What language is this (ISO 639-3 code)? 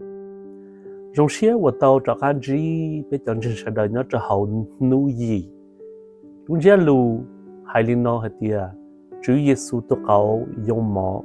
hmn